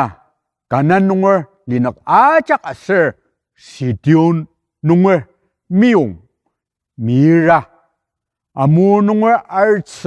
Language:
Ao Naga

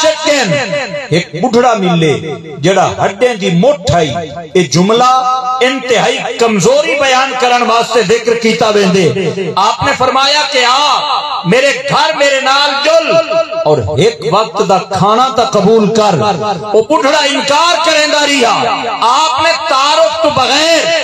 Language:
Saraiki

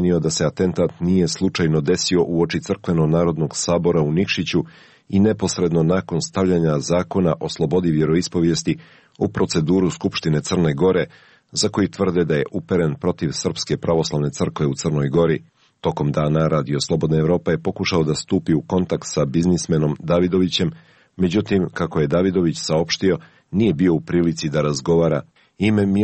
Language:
Serbian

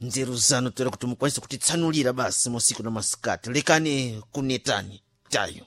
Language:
Sena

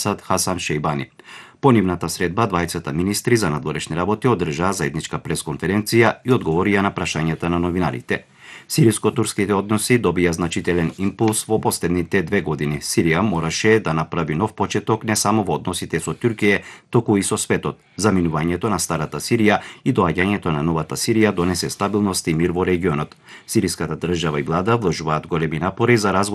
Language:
Macedonian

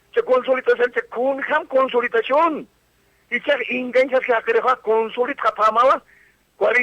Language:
Aymara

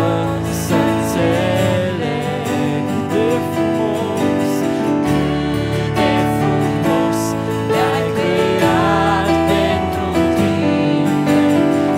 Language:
Romanian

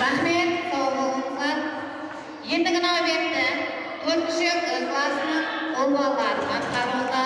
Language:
Kara-Kalpak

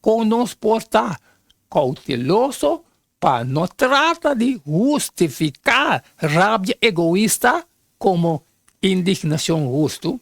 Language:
Papiamento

